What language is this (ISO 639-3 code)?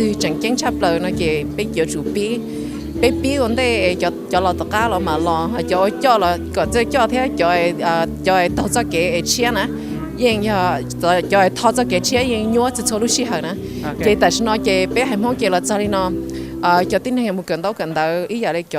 hmn